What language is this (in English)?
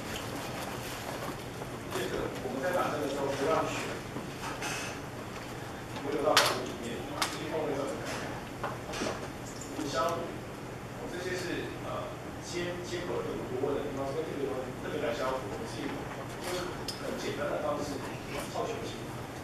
Chinese